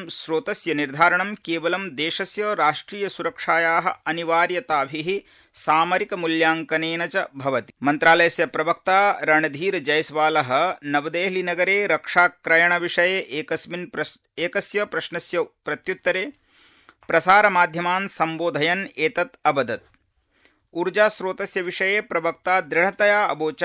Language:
Sanskrit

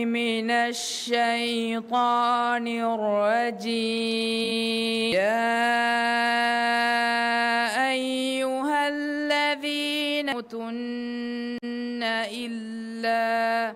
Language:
Divehi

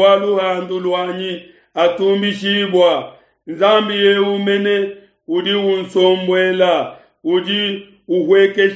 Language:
Luba-Lulua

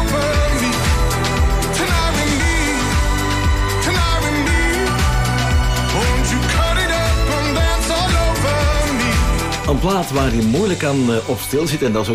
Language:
Dutch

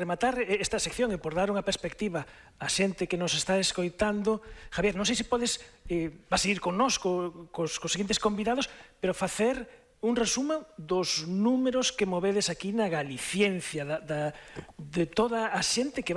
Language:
Galician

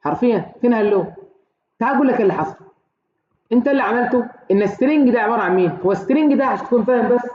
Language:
Egyptian Arabic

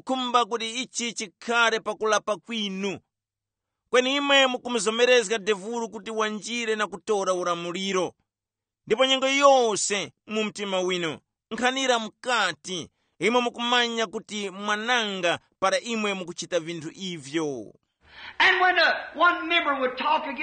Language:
Tumbuka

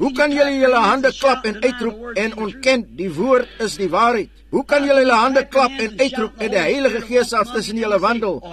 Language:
Afrikaans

